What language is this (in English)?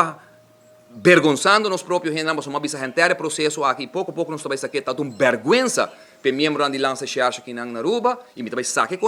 Papiamento